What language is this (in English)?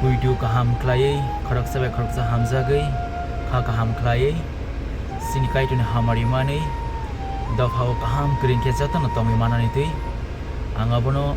Kok Borok